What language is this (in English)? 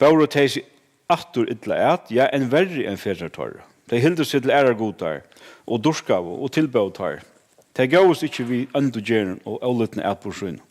Faroese